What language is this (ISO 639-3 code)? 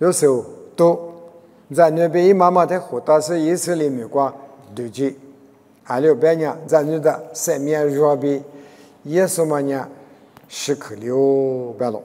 lis